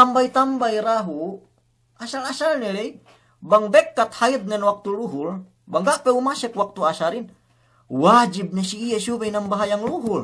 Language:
Yakan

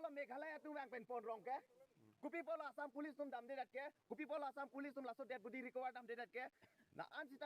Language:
Karbi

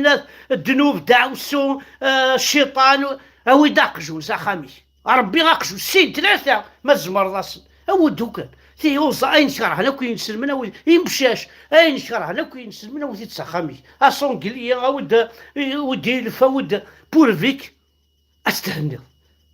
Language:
Kabyle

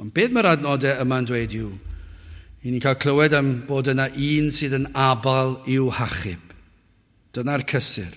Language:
Welsh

